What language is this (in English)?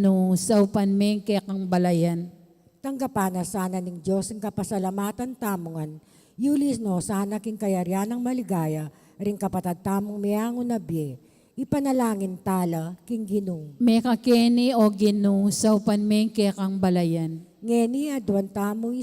Pampanga